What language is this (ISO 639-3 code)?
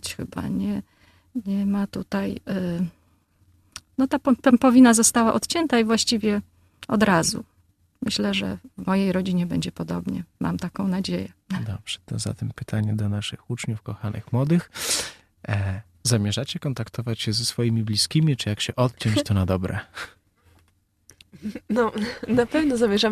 pol